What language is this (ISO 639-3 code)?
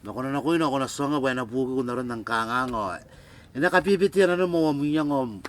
gil